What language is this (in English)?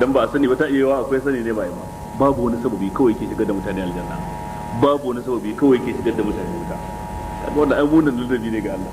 Hausa